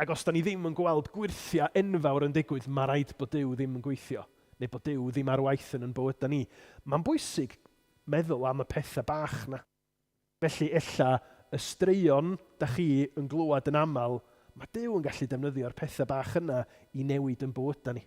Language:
Welsh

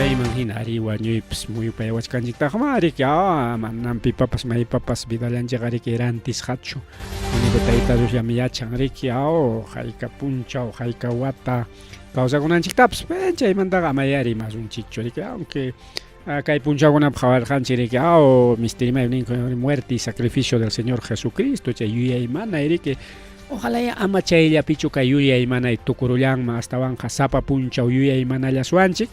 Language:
Ayacucho Quechua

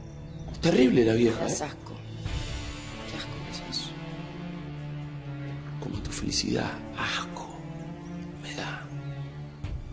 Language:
Spanish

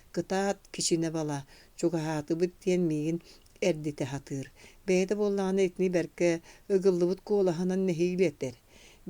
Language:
Yakut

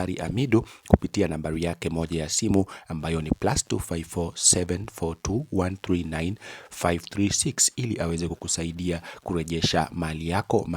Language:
Swahili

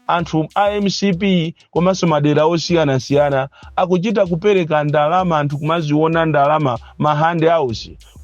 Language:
Nyanja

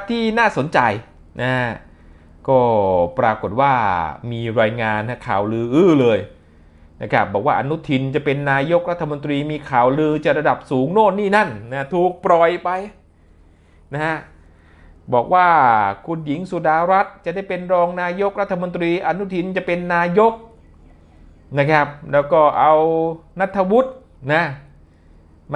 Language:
Thai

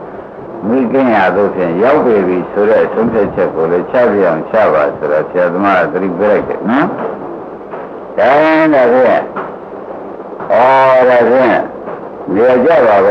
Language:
Burmese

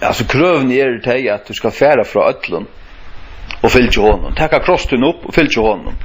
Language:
Faroese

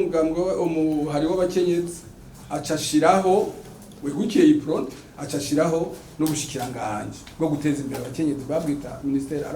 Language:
Rundi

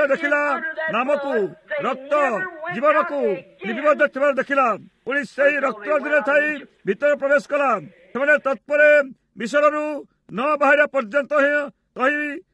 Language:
Odia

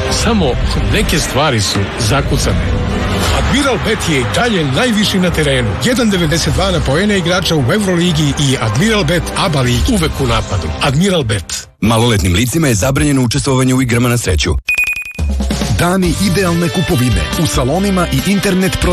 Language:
Serbian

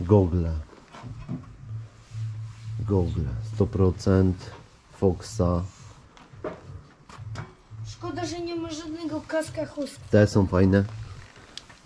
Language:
Polish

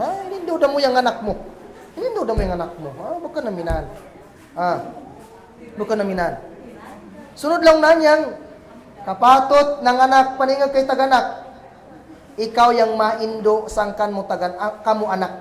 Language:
Kagan Kalagan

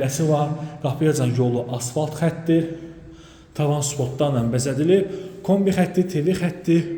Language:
Azerbaijani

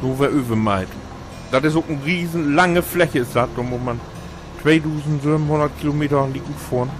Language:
Low German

